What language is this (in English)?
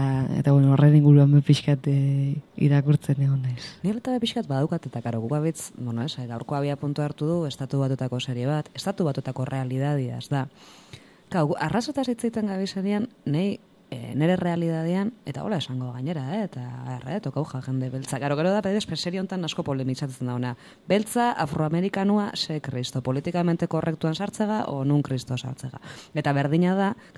Basque